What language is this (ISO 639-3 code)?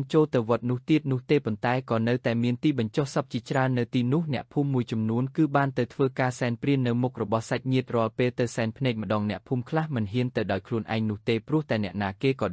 khm